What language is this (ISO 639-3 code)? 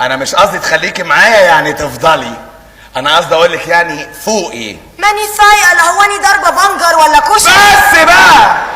arz